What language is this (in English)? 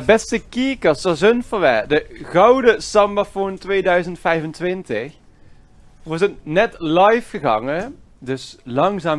Limburgish